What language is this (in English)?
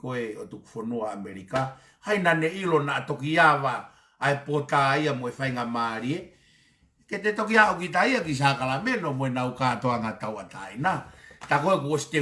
Tongan